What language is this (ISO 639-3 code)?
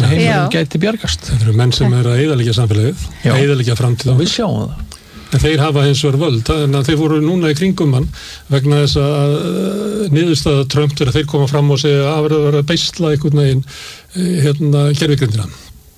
isl